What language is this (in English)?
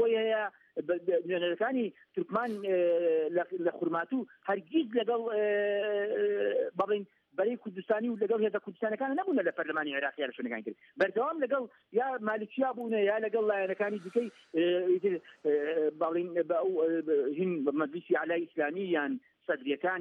Central Kurdish